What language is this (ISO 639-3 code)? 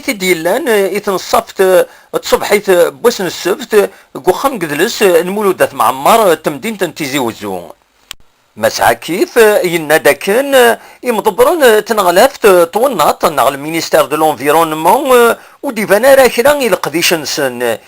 kab